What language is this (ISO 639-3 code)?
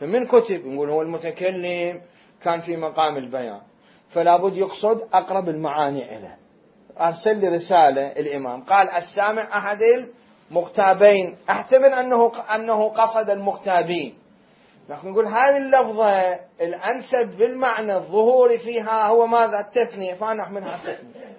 acm